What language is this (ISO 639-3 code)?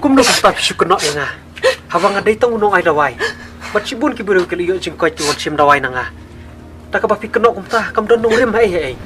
kha